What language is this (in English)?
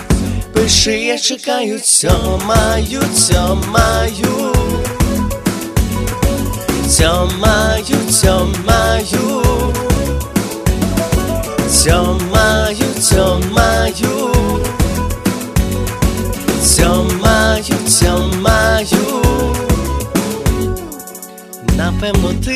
Ukrainian